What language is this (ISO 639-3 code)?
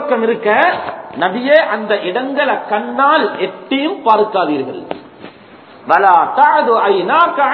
tam